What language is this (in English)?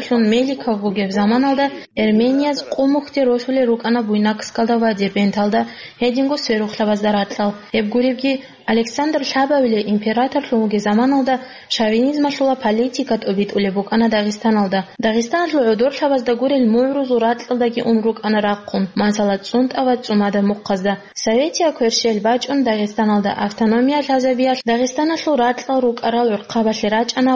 Avaric